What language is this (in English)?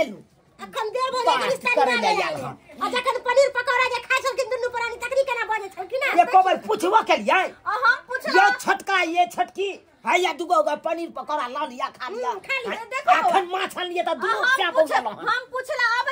Maithili